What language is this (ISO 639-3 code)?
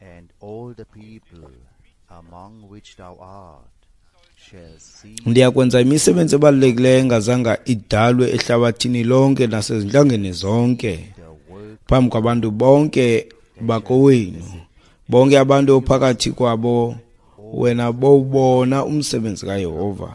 xho